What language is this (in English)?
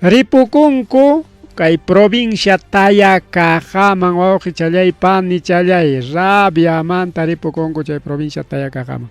Ayacucho Quechua